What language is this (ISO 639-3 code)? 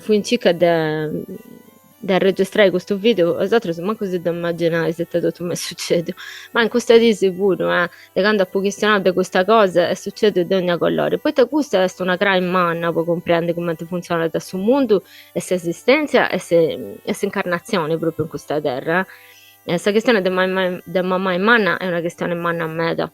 srd